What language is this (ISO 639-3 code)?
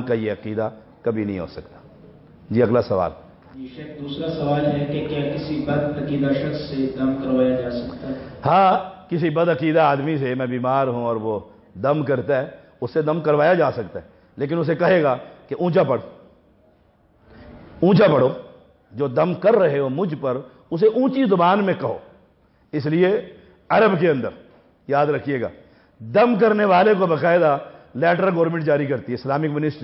urd